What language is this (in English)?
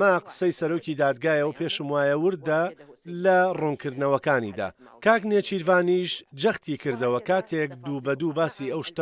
Central Kurdish